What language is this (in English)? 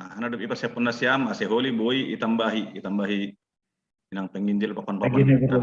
Batak Simalungun